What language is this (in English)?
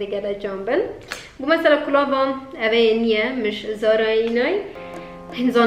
Kurdish